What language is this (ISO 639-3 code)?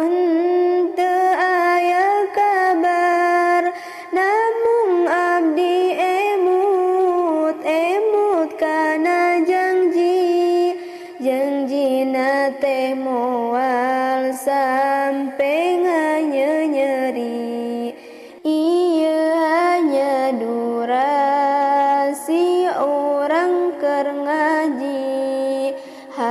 sun